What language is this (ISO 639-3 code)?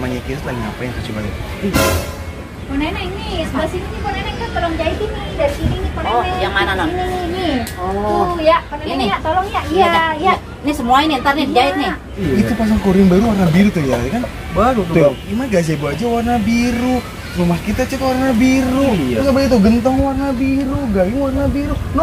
bew